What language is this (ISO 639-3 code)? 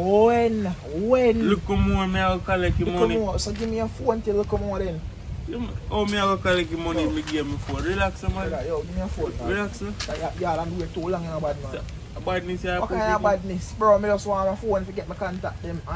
jam